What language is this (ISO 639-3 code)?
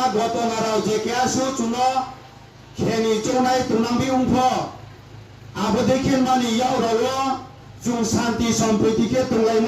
ria